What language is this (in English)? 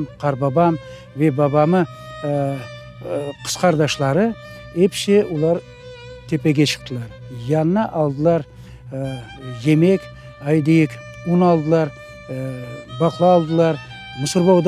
Crimean Tatar